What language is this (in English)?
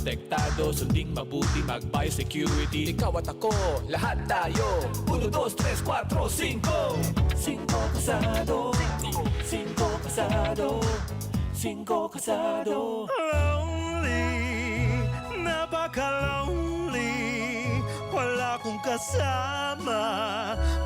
Bikol